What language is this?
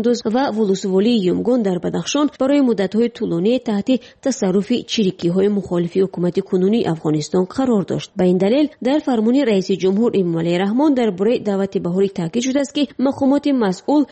Tajik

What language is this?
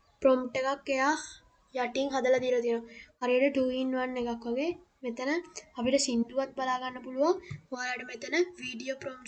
Sinhala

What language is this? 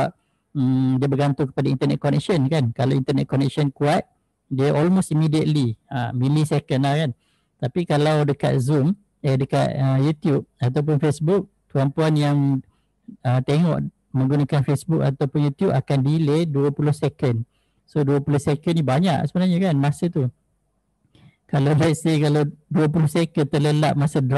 Malay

